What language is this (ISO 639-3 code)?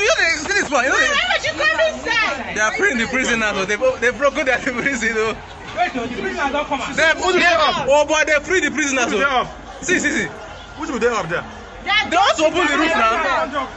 pcm